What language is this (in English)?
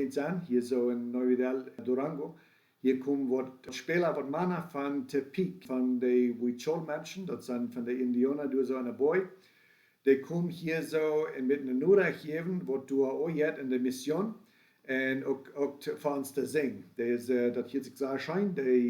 Plautdietsch